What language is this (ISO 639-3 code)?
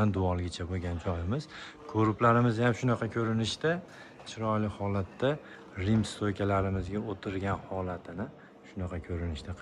uzb